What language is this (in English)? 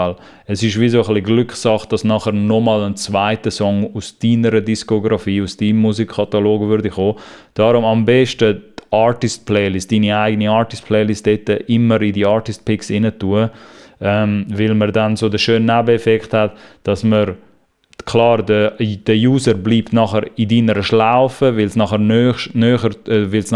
Swiss German